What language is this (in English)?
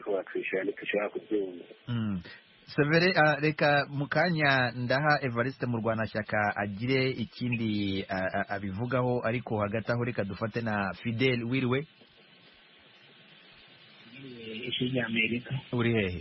Kinyarwanda